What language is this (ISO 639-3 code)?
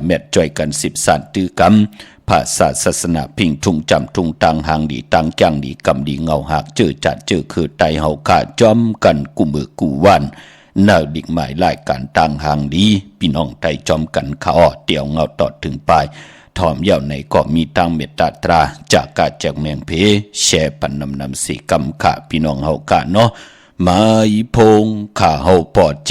shn